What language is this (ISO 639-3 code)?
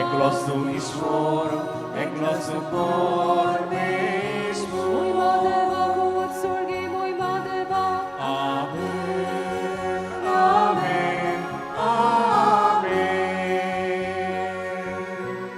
kok